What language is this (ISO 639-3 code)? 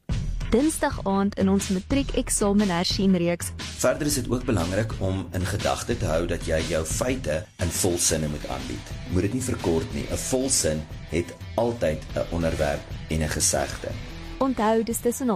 afr